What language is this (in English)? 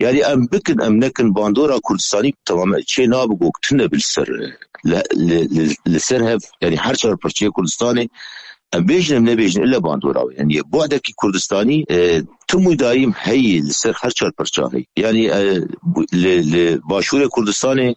Kurdish